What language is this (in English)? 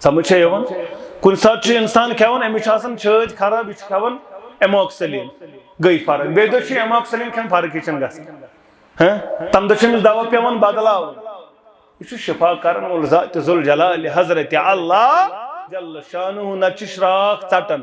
Kashmiri